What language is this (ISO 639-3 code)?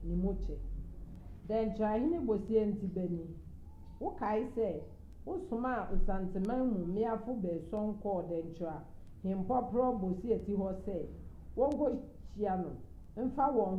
aka